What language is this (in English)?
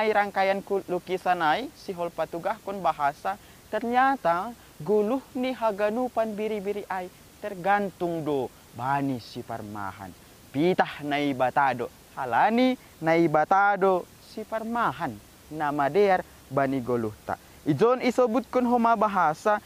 Batak Simalungun